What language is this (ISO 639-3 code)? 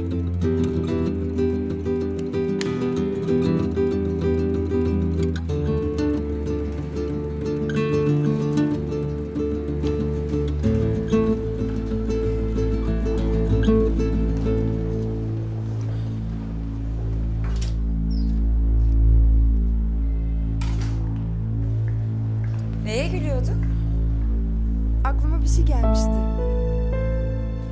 tur